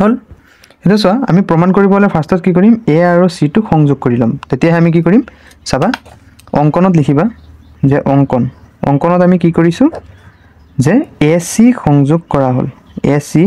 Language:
Assamese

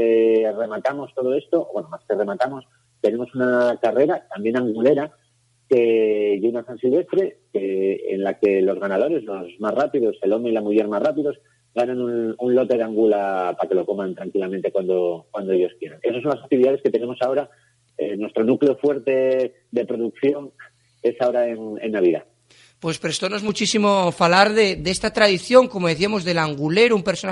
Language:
Asturian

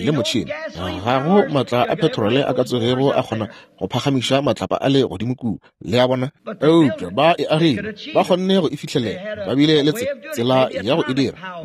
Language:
Northern Sotho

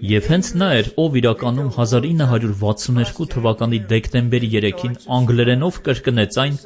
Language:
Armenian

